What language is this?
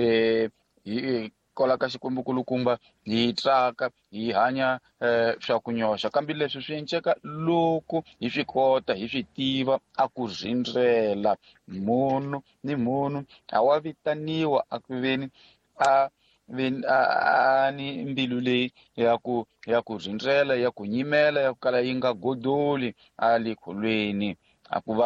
Tsonga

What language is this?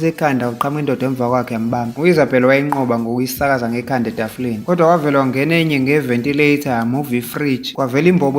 Zulu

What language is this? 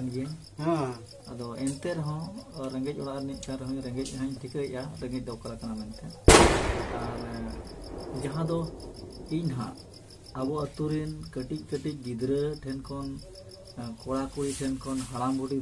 Santali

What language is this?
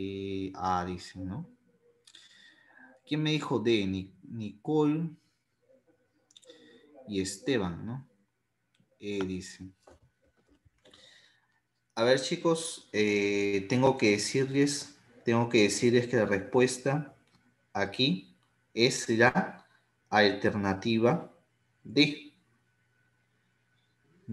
Spanish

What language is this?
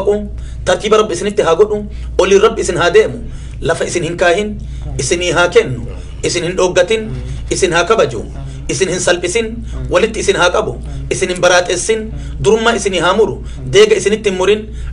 Oromo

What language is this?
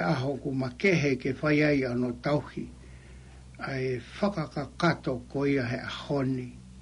Tongan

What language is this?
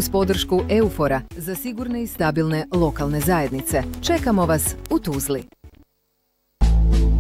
Bosnian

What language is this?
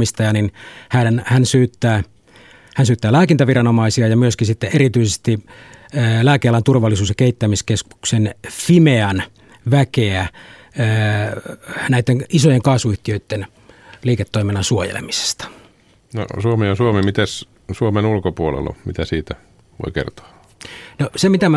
Finnish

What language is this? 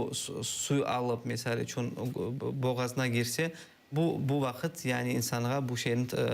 Crimean Tatar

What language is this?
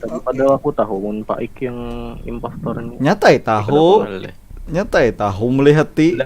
Banjar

